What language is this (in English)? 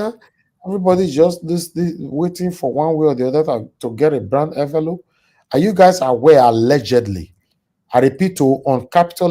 Nigerian Pidgin